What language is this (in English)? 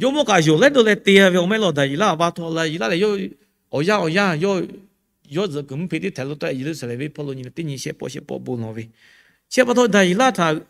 Lahu